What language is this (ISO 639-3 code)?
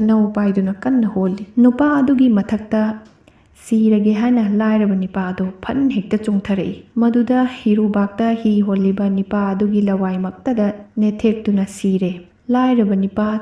mni